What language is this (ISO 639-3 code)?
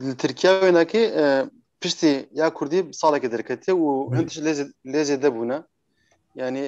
kur